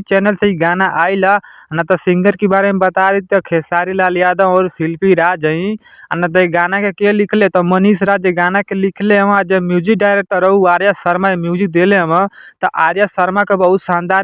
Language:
Bhojpuri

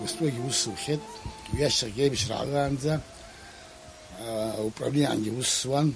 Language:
Abkhazian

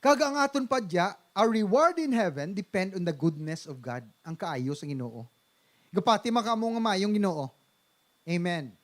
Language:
Hiligaynon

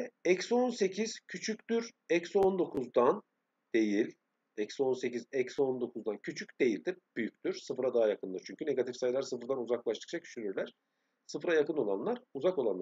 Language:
Turkish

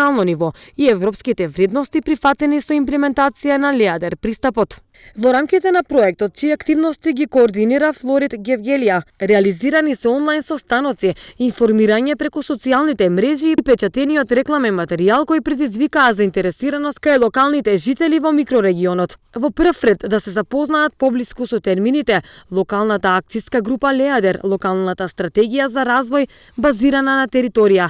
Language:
Macedonian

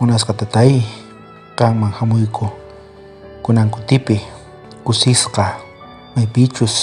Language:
South Bolivian Quechua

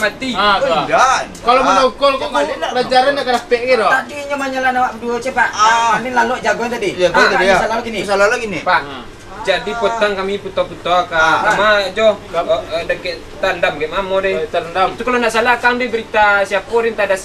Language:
Minangkabau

